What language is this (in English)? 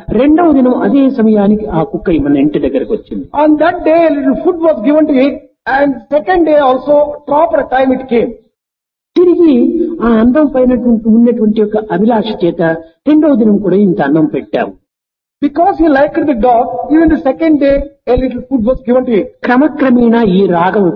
Telugu